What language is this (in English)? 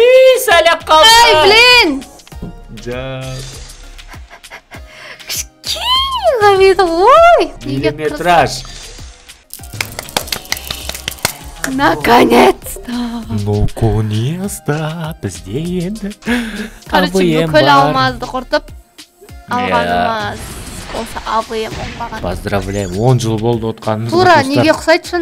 Kazakh